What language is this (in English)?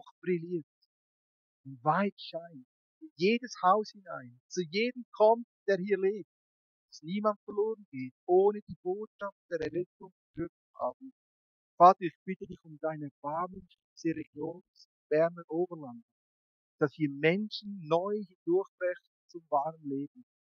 Swiss German